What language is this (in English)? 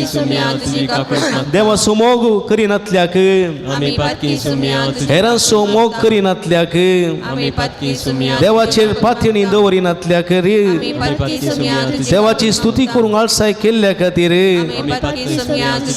Konkani